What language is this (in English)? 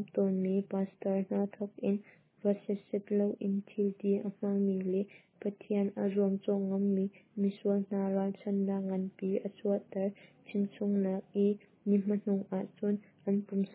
Hakha Chin